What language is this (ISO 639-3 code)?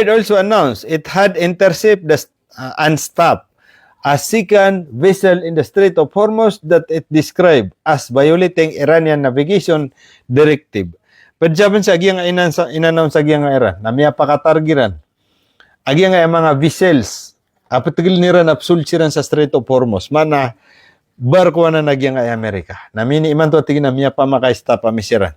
mrw